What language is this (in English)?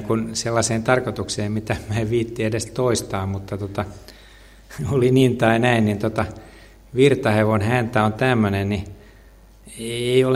Finnish